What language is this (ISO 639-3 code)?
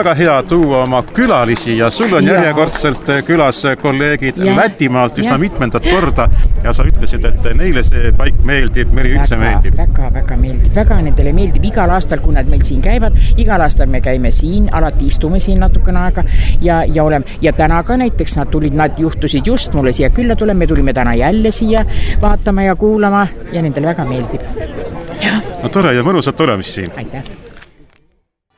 est